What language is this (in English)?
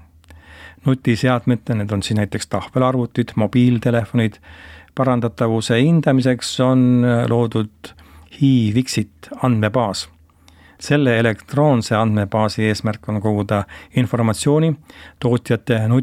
Estonian